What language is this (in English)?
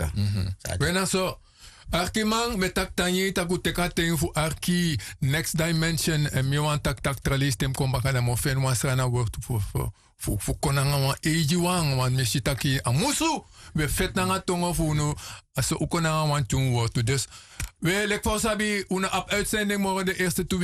Sranan Tongo